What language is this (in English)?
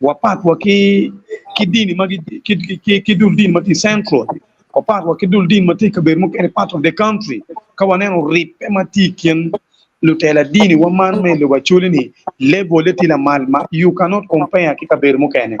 Acoli